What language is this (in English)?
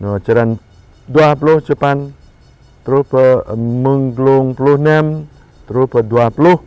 Jarai